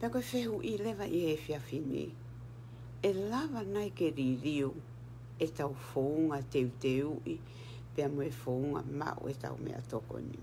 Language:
Tongan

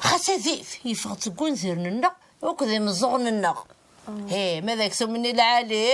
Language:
Kabyle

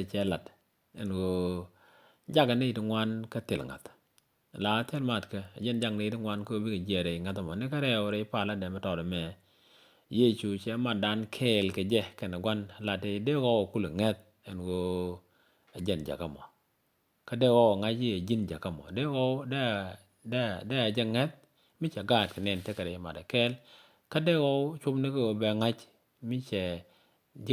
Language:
Nuer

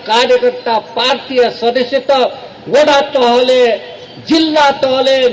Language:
Newari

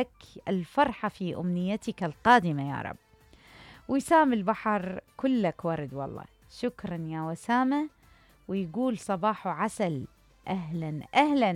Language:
Mesopotamian Arabic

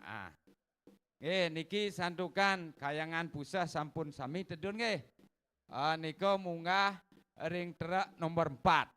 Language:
Balinese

